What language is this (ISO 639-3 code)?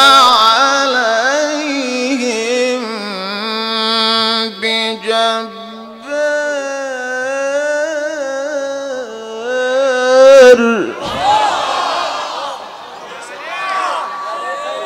ara